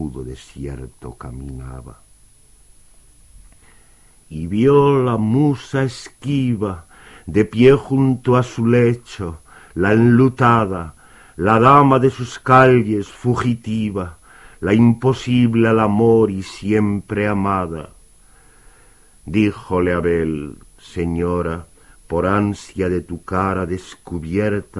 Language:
Spanish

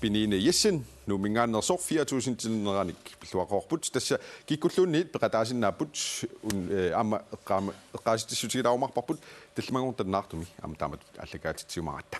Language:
Kalaallisut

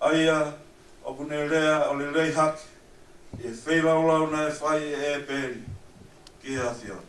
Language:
Tongan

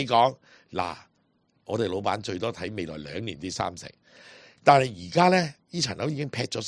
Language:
Cantonese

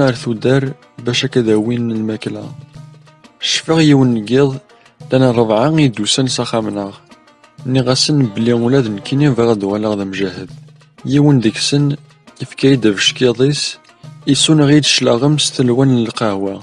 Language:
Kabyle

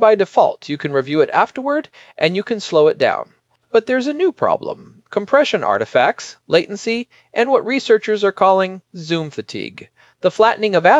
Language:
English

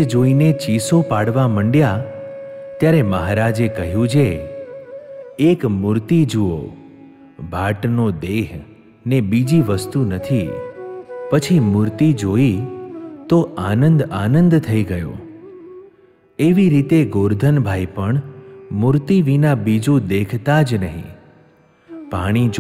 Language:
Gujarati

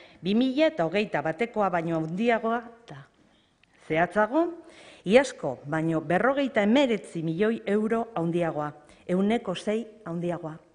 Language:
Basque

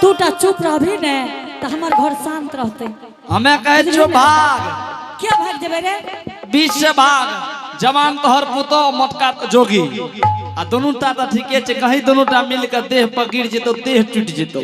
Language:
Angika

